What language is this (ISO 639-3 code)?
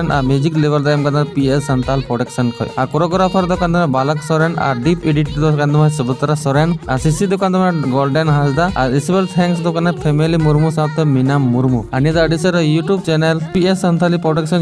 sat